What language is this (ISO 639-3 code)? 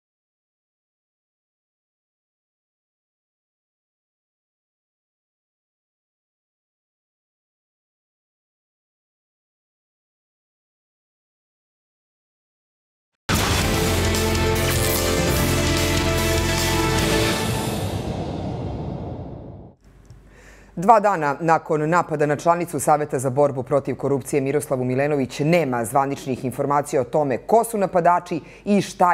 srp